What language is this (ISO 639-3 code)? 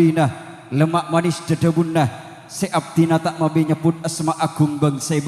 mad